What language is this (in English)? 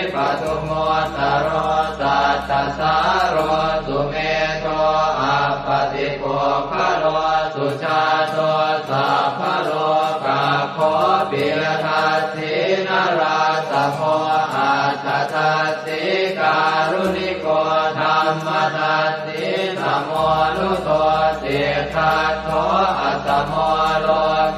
Pali